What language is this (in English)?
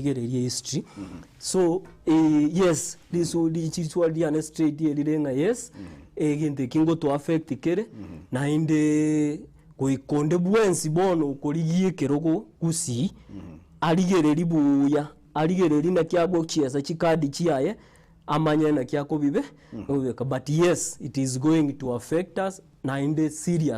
Gusii